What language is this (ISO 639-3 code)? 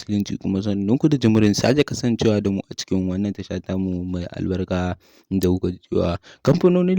hau